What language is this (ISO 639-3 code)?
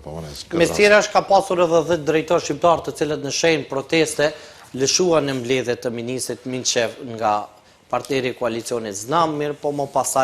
sqi